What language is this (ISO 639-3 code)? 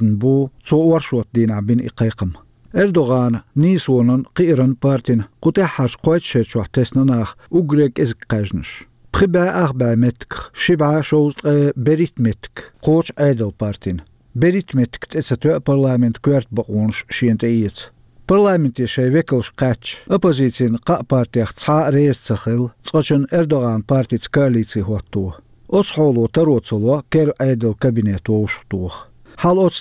che